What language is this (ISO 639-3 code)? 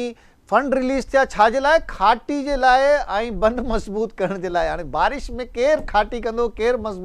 snd